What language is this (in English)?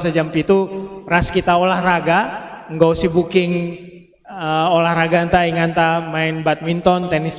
Batak Karo